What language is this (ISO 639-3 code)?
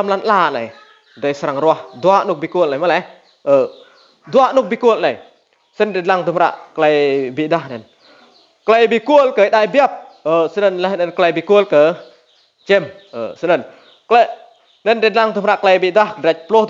rad